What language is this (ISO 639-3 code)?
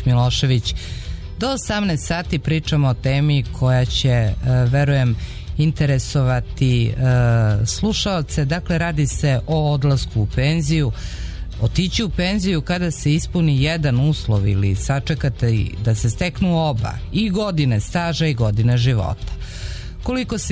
srp